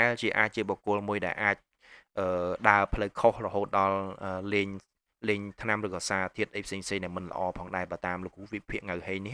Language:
Khmer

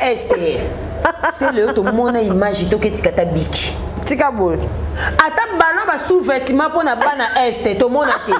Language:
Lingala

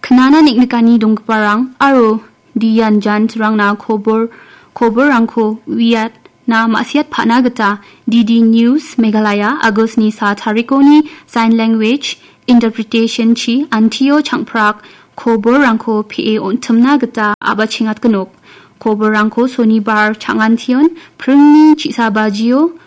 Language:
Garo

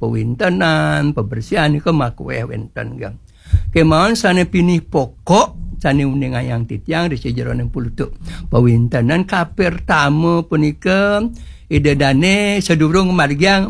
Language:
Balinese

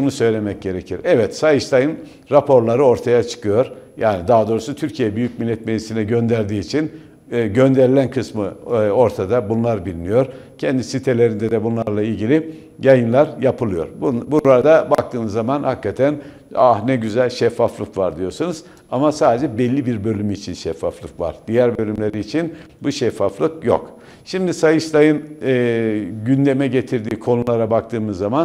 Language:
Turkish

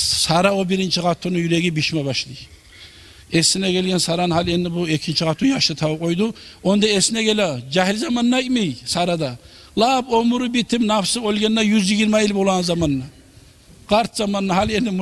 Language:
Kumyk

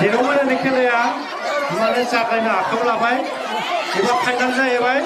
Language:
Bodo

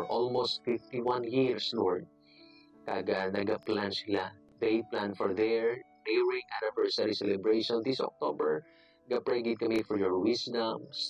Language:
Hiligaynon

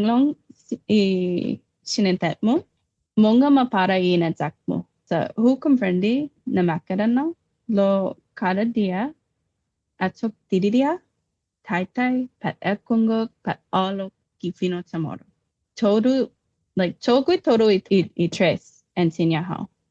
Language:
Chamorro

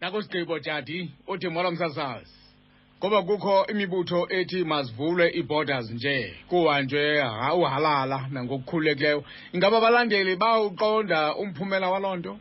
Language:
Xhosa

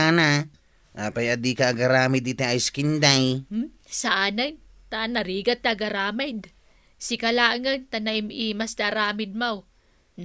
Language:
Iloko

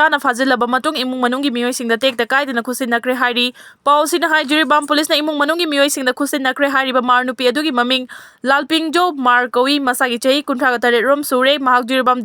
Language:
Manipuri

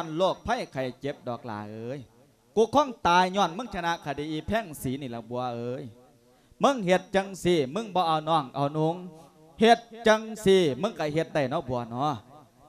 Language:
Lao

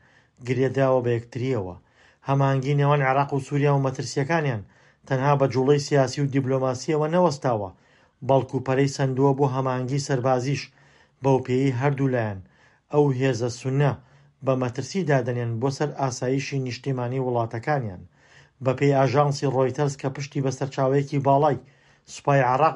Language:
Central Kurdish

